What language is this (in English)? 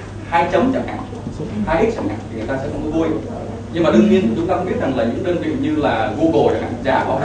Vietnamese